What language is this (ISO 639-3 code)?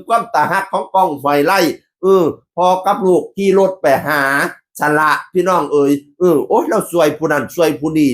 tts